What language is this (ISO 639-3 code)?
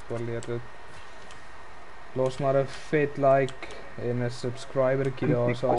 afr